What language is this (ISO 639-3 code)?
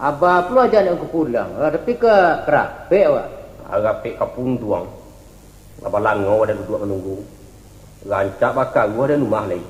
min